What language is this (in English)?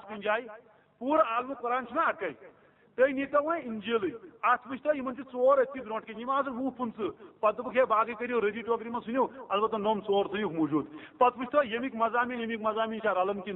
Kashmiri